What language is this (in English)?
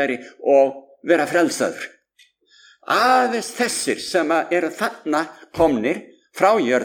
Icelandic